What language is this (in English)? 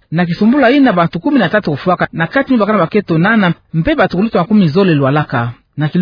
Kituba (Democratic Republic of Congo)